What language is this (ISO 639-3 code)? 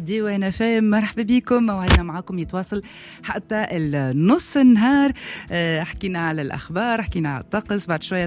aeb